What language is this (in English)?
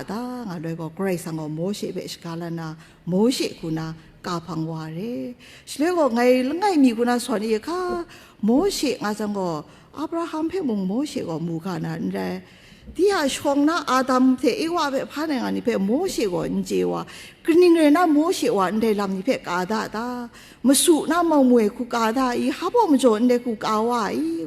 Kachin